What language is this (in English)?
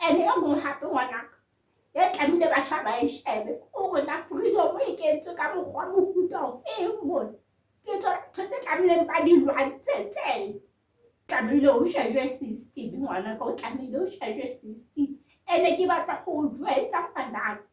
Southern Sotho